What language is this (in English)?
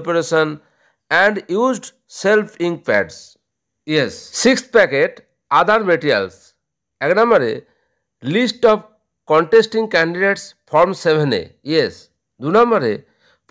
Bangla